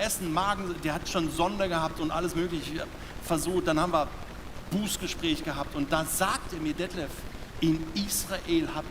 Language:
Swiss German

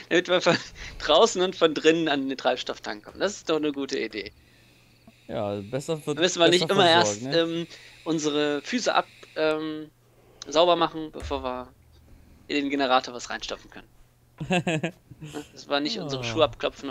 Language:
German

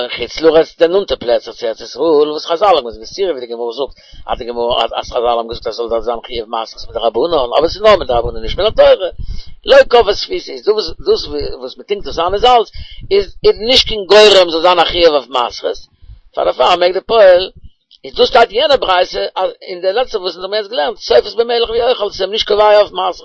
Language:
Yiddish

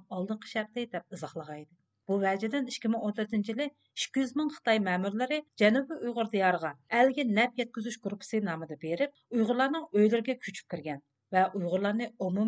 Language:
Uyghur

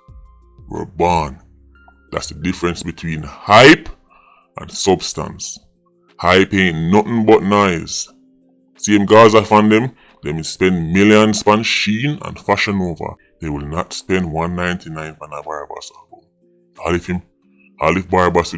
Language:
Jamaican Creole English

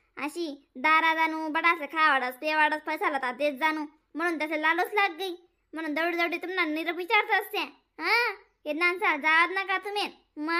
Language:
Khandesi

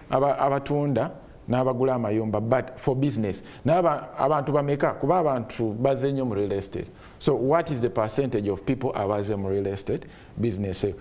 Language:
Ganda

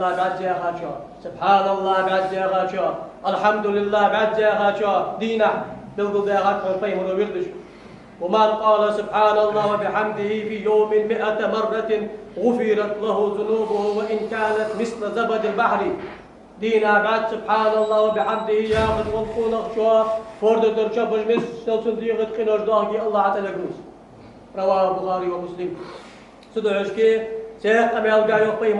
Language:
Ingush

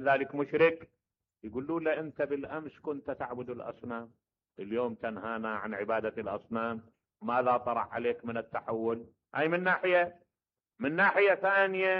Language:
Mesopotamian Arabic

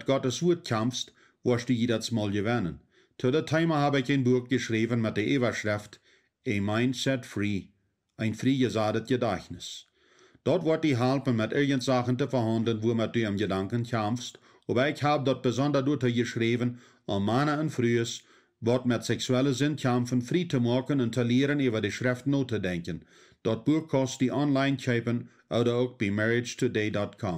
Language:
Plautdietsch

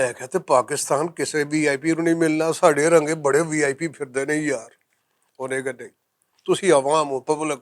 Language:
Western Panjabi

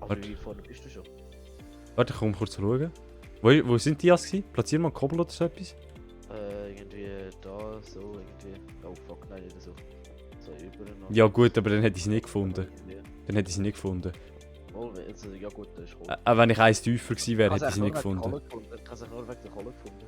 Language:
Swiss German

